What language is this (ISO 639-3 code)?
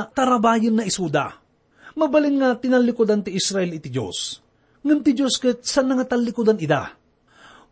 ilo